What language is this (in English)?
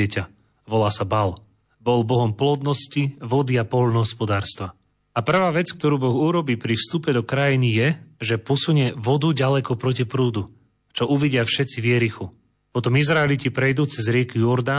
Slovak